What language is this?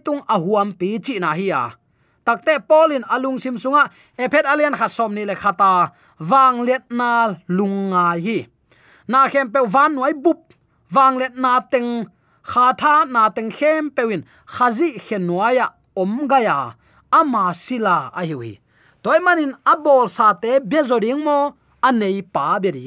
Tedim Chin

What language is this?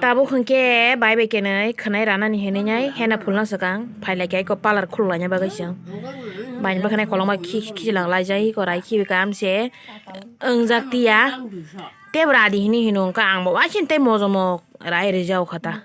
Kok Borok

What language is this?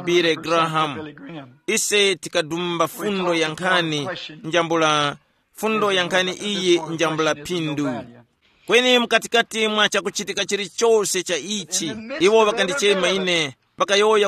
Tumbuka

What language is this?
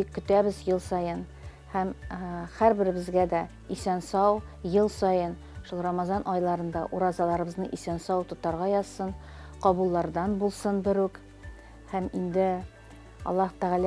Tatar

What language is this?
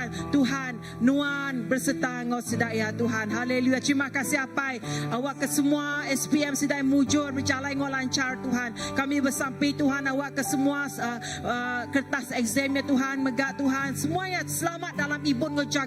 Iban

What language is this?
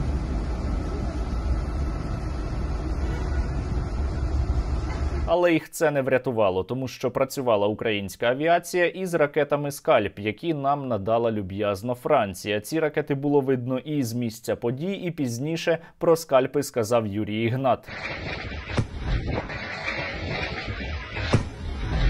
Ukrainian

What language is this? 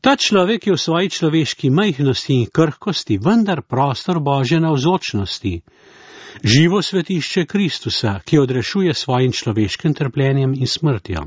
Slovenian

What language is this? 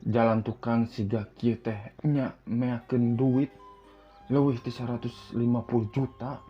Sundanese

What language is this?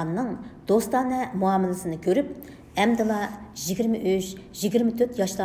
Uyghur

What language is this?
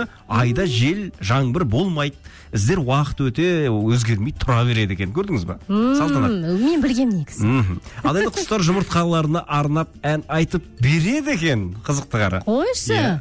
Kazakh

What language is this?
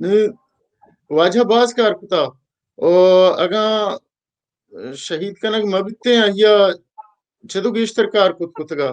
Baluchi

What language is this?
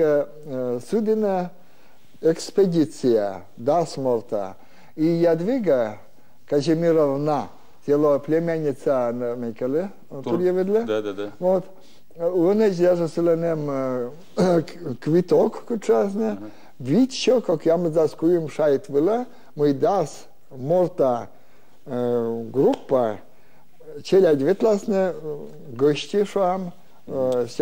Belarusian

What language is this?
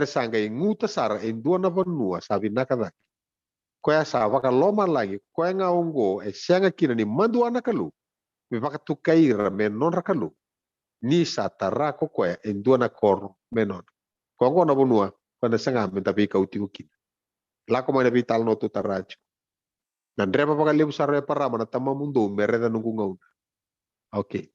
Fijian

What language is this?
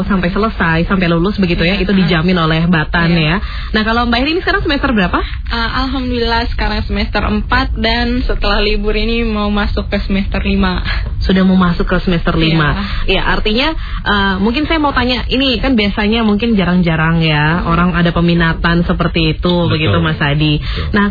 Indonesian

